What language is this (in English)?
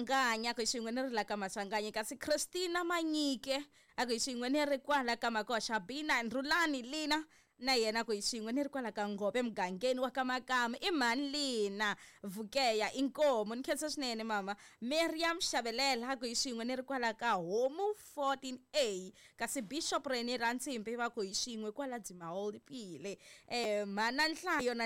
Tsonga